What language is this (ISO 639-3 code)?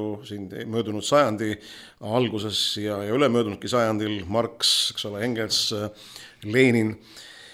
est